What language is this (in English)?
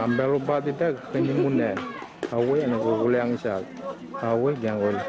Dehu